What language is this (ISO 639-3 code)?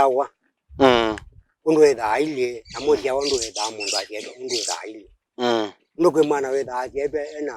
kam